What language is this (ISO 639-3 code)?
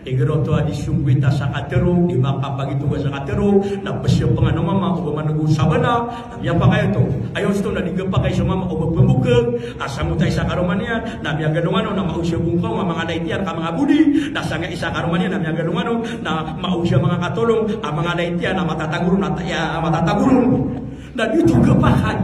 mrw